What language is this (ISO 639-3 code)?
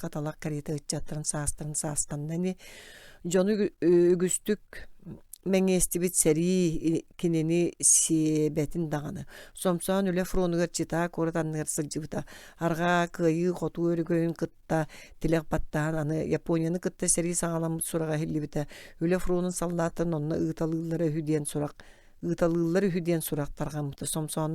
sah